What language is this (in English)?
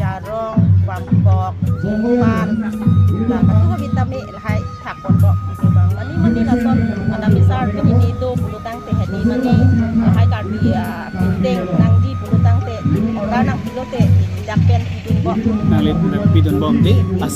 Karbi